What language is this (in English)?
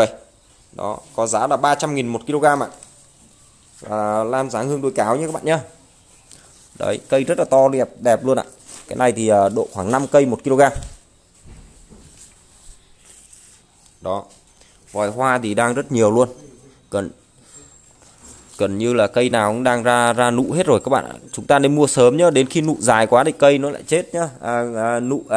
Vietnamese